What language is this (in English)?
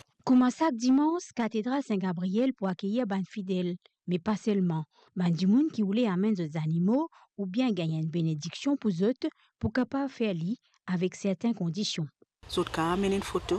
Morisyen